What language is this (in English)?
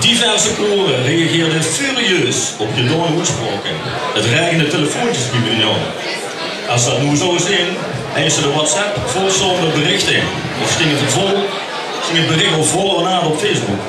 Limburgish